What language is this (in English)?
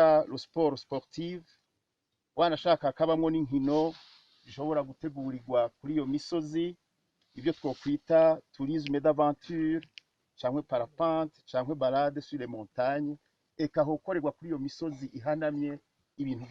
Rundi